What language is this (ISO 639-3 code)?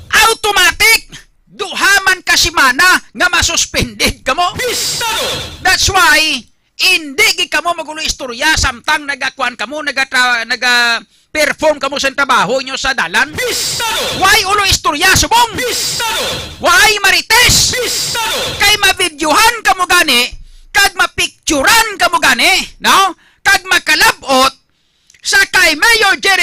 hil